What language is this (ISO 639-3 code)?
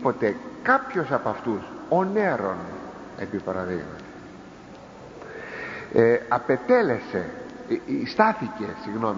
ell